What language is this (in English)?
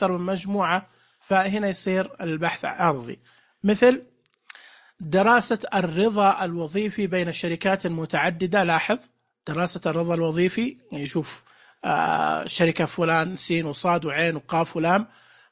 Najdi Arabic